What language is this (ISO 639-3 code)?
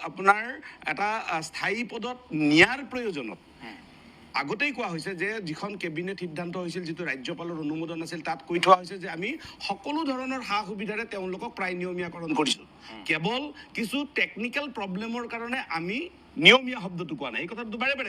asm